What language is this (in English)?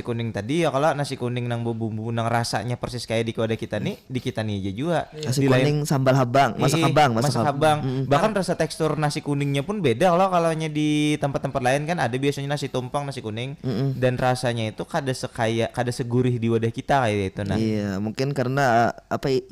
Banjar